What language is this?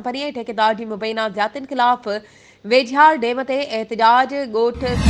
Sindhi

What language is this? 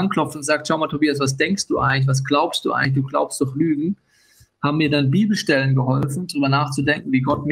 Swiss German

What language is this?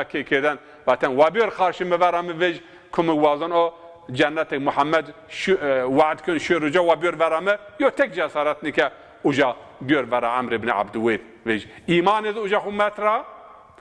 Zaza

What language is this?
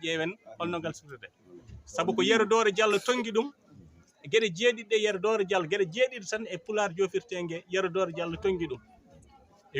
Fula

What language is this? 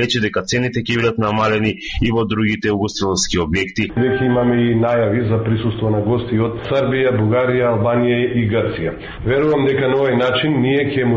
Macedonian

